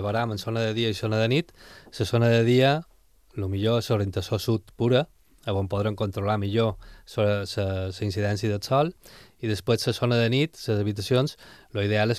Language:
Catalan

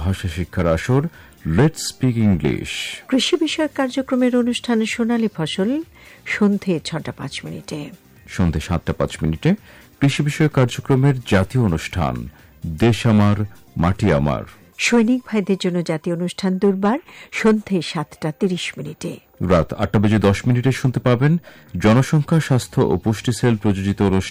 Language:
Bangla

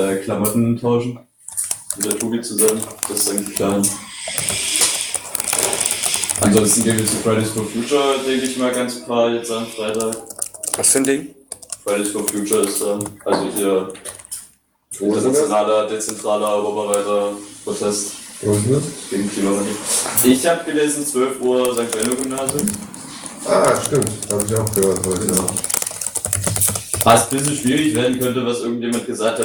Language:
German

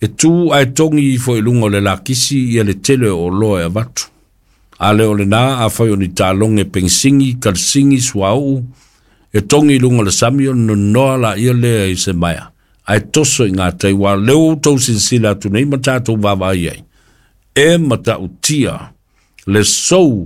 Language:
Samoan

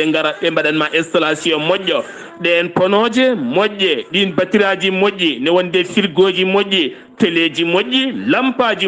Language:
Fula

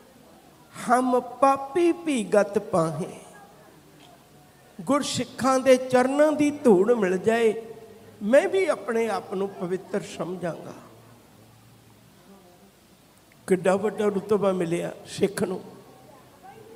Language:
Punjabi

